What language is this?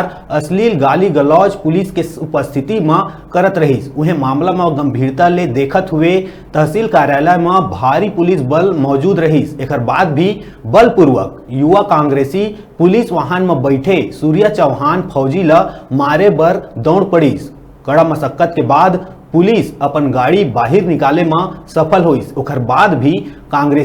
Chhattisgarhi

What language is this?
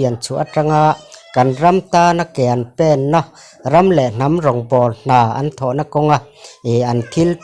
Mizo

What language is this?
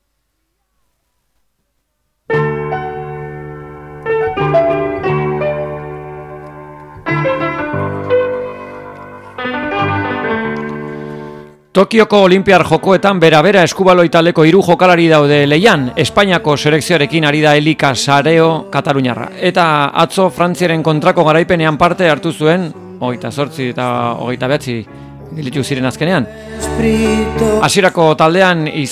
Basque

